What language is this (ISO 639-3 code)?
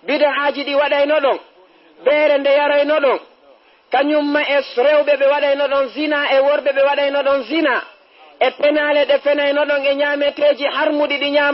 ful